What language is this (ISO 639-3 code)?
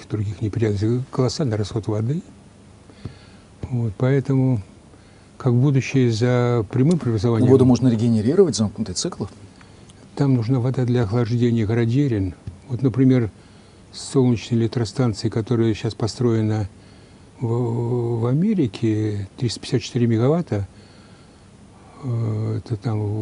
rus